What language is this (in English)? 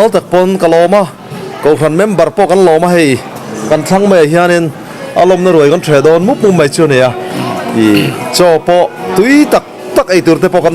Mizo